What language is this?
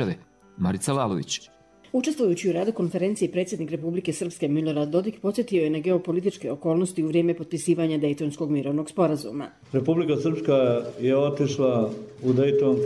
Bosnian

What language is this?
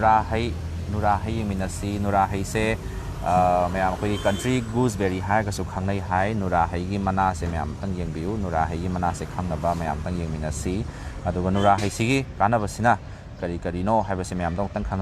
Manipuri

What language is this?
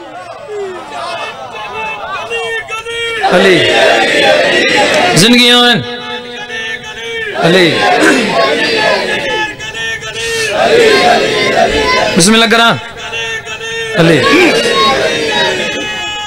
Urdu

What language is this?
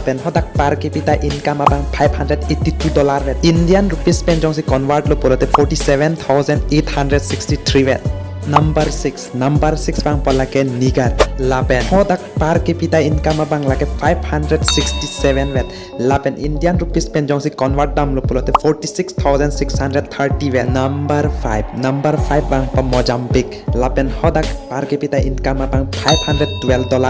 Karbi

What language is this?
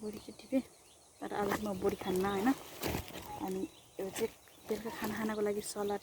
Nepali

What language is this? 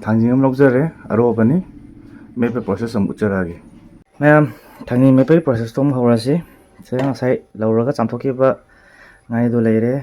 Manipuri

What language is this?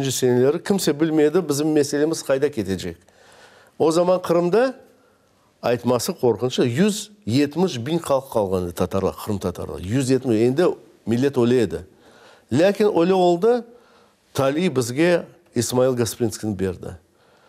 Crimean Tatar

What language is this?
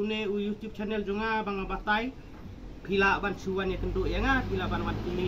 Khasi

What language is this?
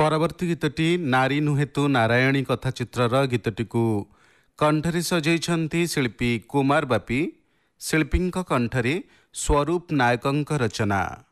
Odia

